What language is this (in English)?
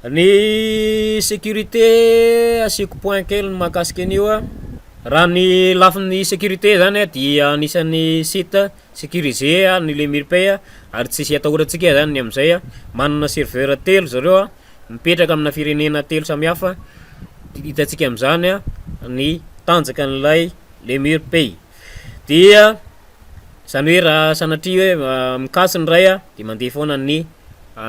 Malagasy